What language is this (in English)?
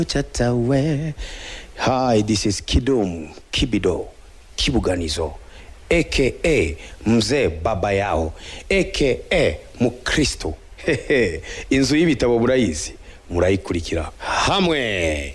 Kinyarwanda